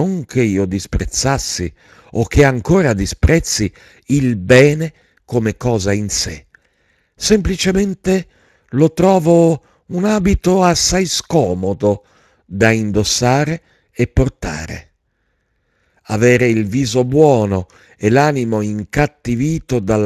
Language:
Italian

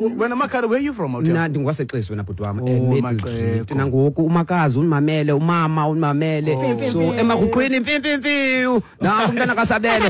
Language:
Xhosa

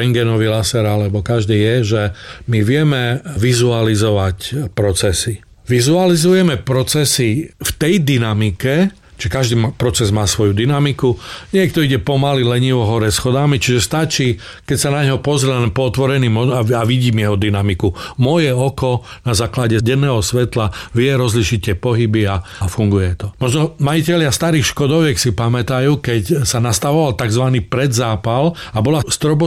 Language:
Slovak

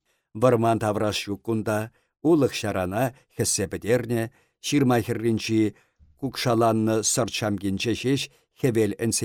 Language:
Chuvash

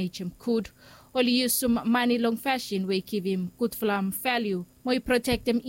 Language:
Bislama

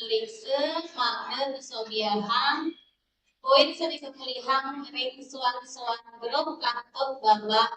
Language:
Balinese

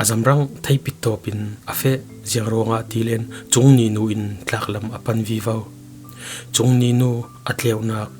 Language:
Falam Chin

